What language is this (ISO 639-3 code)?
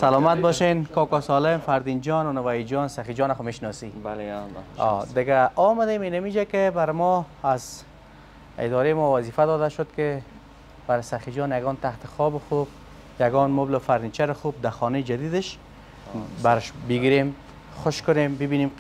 fas